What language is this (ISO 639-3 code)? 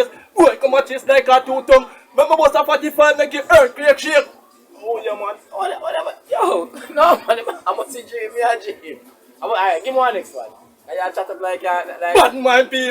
jam